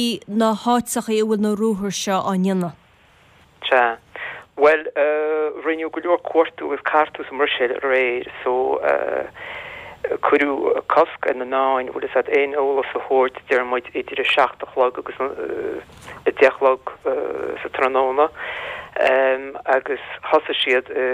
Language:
Irish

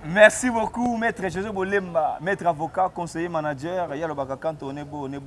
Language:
Lingala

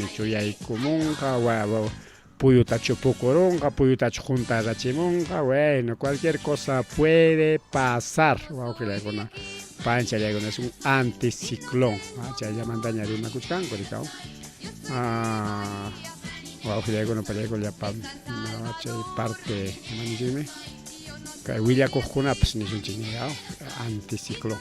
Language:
Ayacucho Quechua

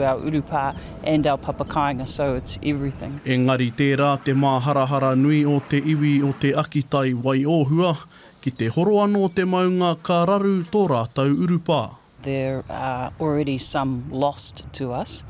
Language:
Māori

